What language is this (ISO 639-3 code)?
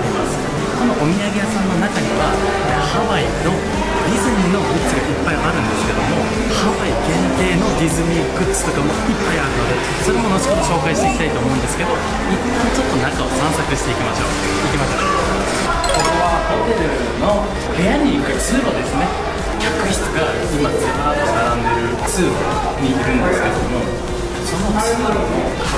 jpn